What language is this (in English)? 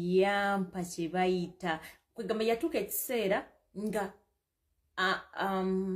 Ganda